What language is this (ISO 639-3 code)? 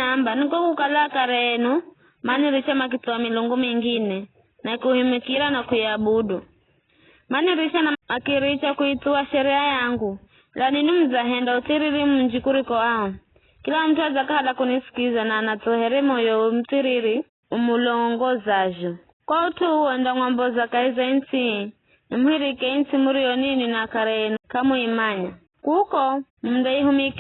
nyf